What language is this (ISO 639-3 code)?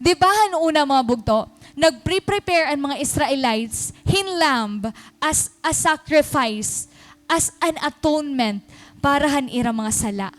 war